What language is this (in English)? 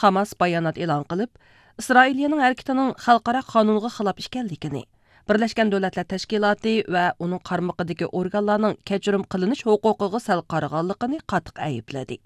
Uyghur